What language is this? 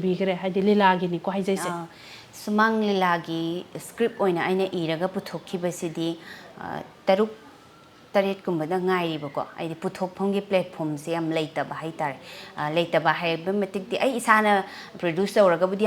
Manipuri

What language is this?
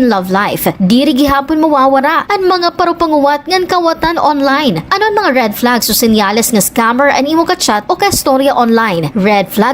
Waray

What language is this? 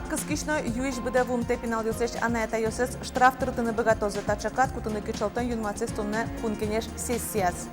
Udmurt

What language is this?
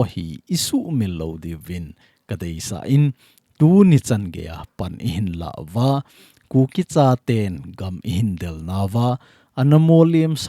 Thado Chin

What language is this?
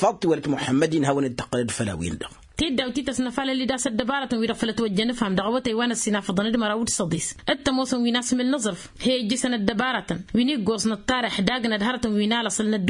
Tamasheq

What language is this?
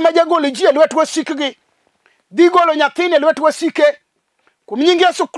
Luo (Kenya and Tanzania)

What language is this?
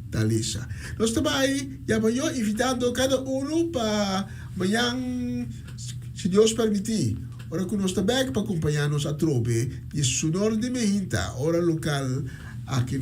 Papiamento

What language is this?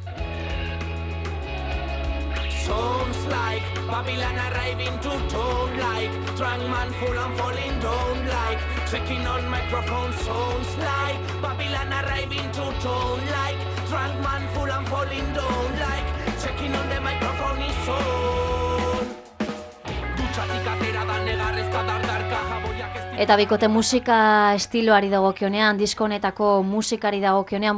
Basque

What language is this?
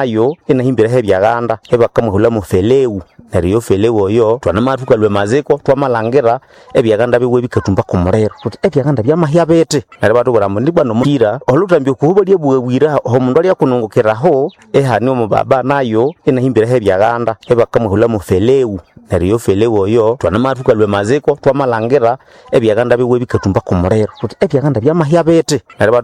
Nande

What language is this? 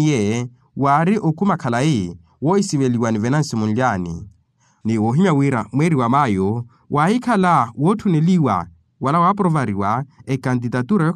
Makhuwa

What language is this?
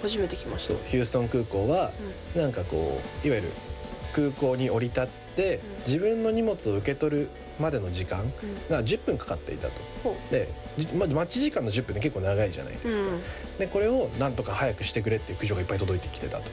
Japanese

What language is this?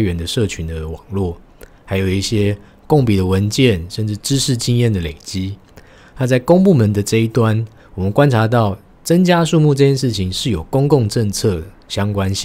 Chinese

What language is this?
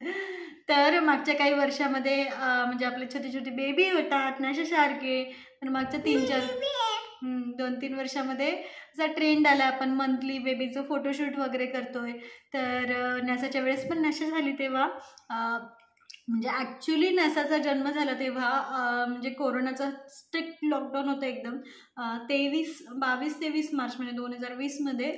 Marathi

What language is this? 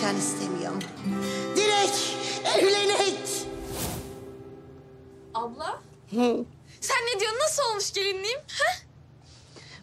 Turkish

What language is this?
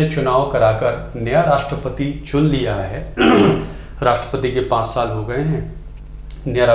Hindi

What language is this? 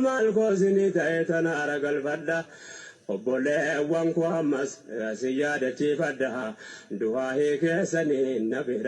Oromo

